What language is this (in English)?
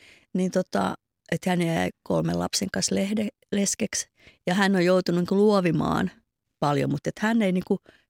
Finnish